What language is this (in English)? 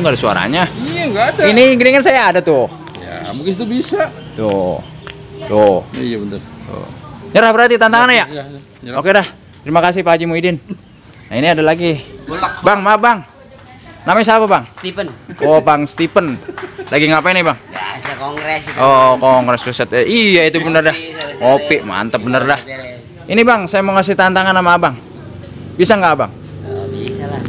Betawi